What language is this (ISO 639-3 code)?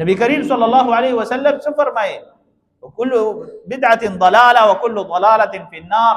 pus